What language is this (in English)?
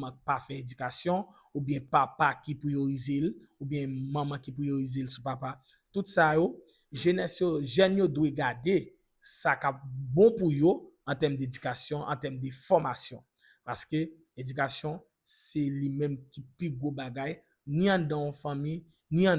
Haitian Creole